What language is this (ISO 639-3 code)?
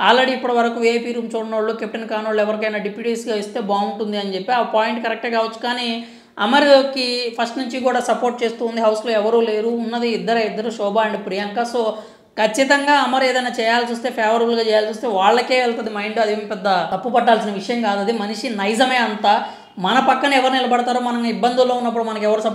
tel